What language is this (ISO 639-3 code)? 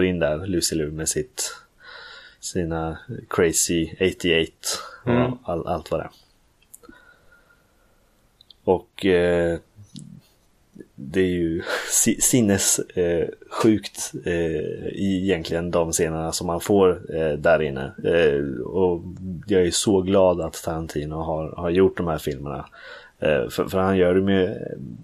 swe